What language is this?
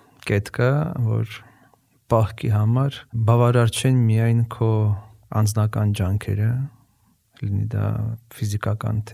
Armenian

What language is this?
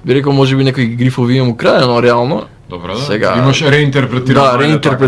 Macedonian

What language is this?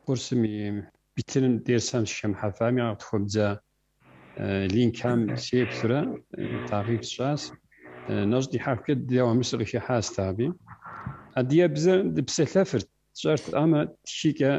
Kabardian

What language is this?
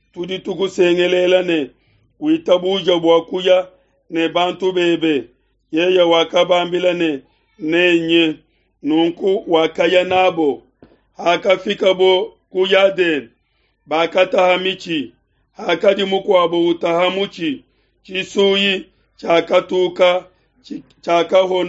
Luba-Lulua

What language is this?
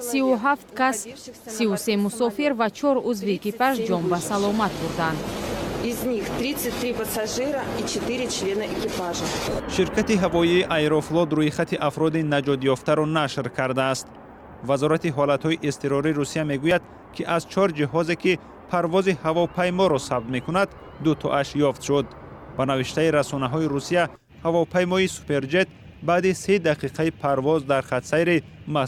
Tajik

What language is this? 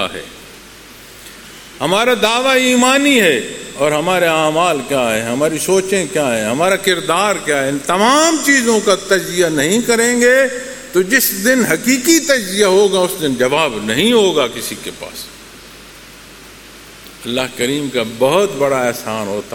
Urdu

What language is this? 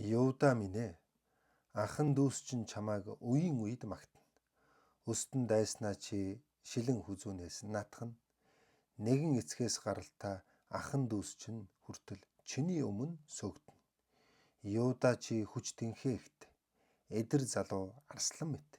Mongolian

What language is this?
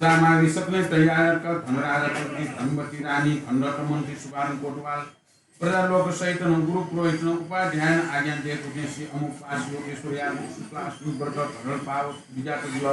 Newari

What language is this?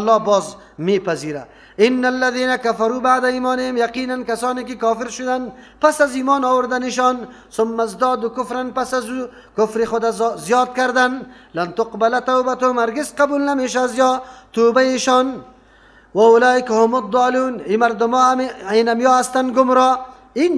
Persian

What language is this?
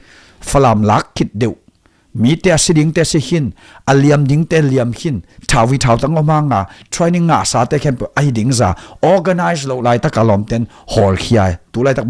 Tedim Chin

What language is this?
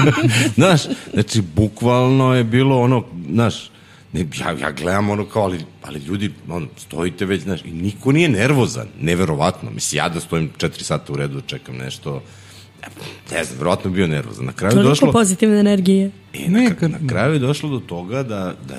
Serbian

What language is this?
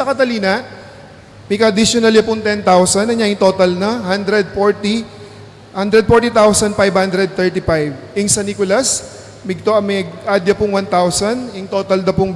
Pampanga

